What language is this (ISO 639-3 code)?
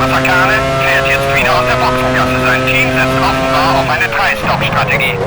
bar